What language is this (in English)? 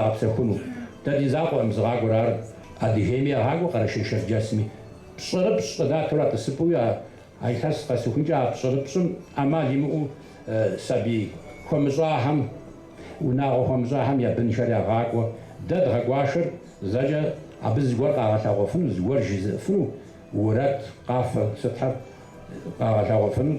Kabardian